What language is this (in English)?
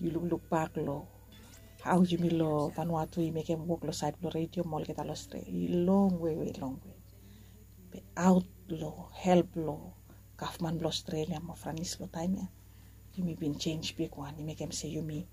Bislama